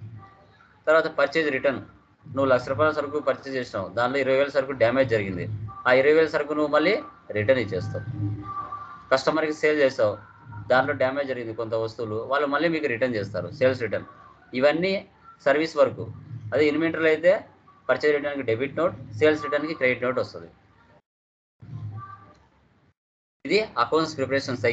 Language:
Telugu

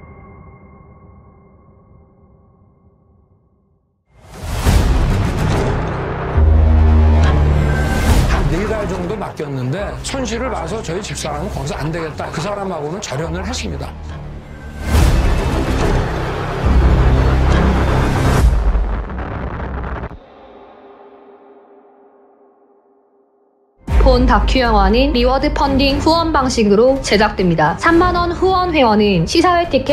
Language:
Korean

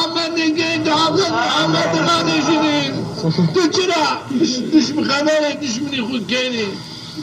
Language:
Zaza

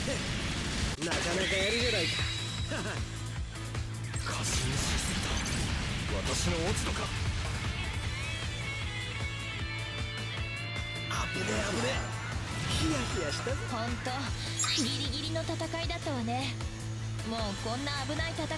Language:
Japanese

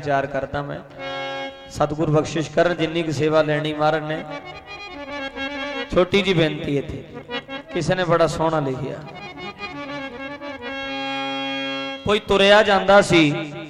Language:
Punjabi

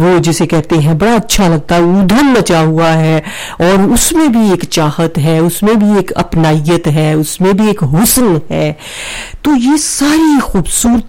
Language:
Urdu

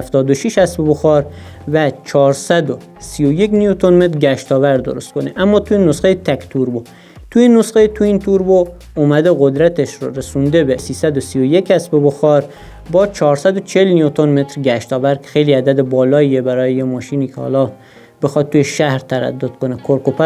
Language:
Persian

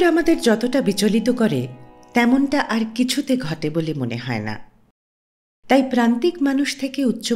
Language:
Bangla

